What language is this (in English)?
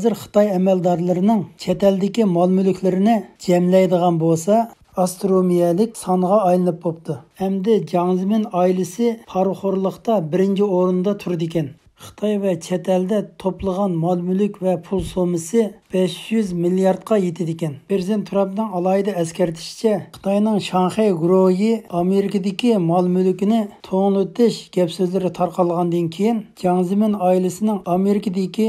Uyghur